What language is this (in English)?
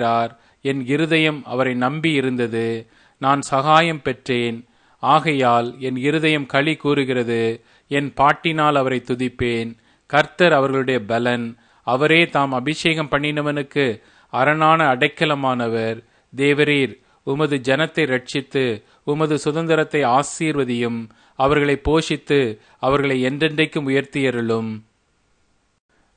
Tamil